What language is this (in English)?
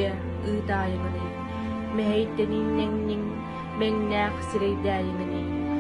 Yakut